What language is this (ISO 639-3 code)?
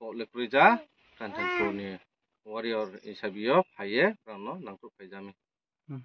ria